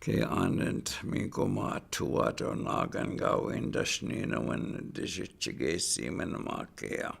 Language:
Chippewa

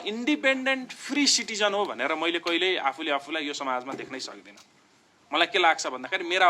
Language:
Nepali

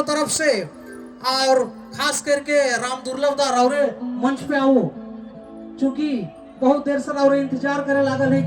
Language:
Sadri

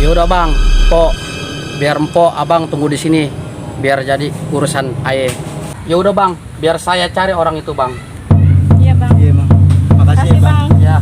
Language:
Betawi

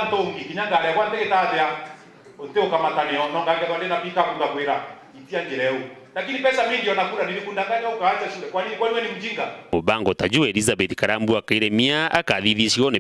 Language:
Meru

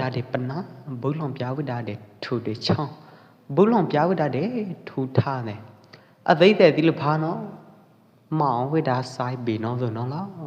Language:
Pwo Eastern Karen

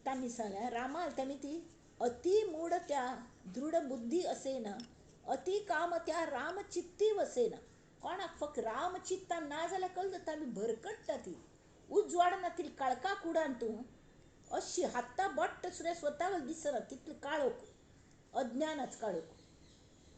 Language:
Konkani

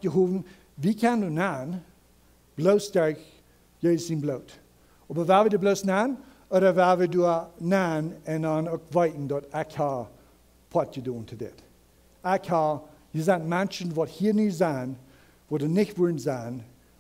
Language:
Plautdietsch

